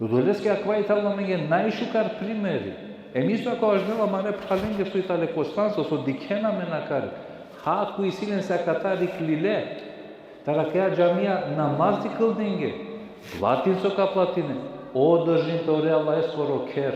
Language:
Balkan Romani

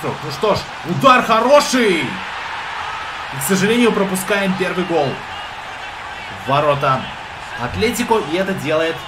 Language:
Russian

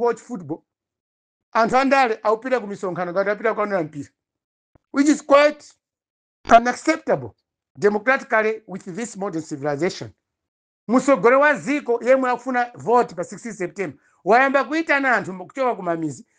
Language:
Nyanja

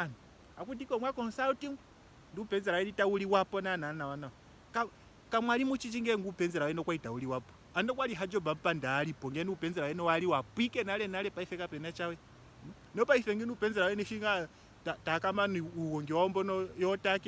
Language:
Ndonga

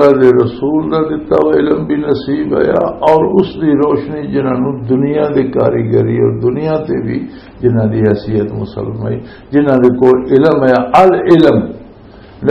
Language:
Western Panjabi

